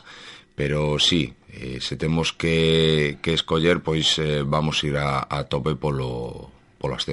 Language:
Galician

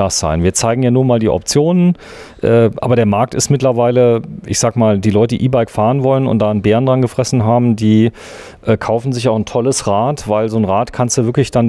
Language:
German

